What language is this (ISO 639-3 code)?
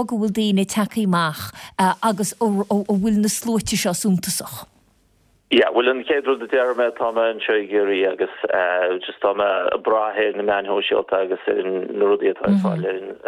gle